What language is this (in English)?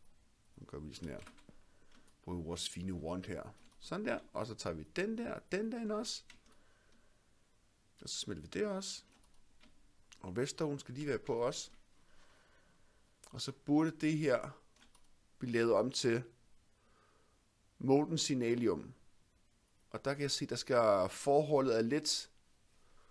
Danish